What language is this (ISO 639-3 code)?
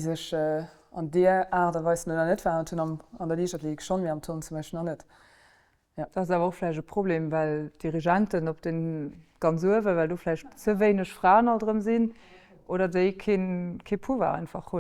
ltz